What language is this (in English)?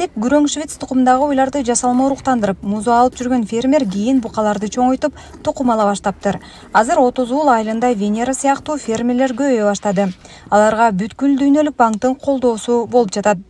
Kyrgyz